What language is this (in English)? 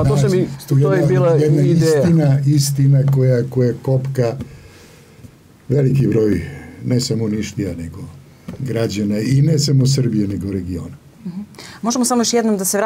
Serbian